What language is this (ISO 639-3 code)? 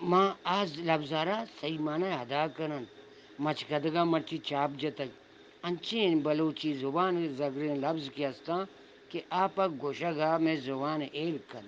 bgp